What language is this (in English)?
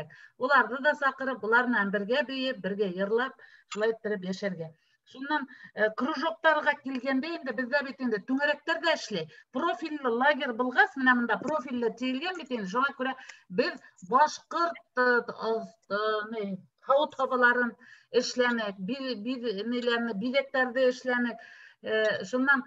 Bashkir